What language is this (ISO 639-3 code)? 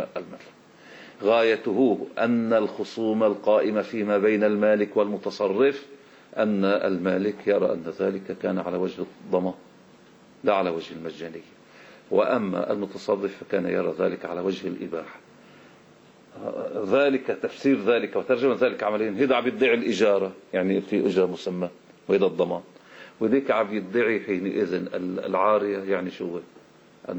ara